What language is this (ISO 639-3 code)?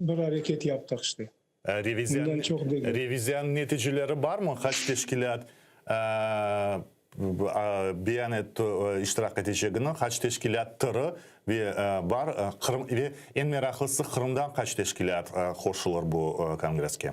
crh